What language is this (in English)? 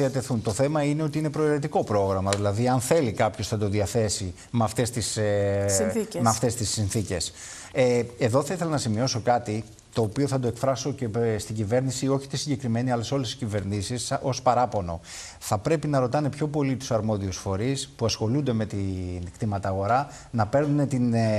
Greek